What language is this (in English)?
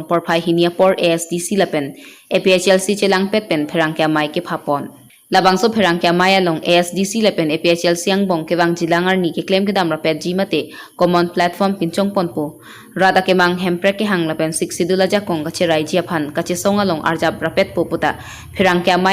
Karbi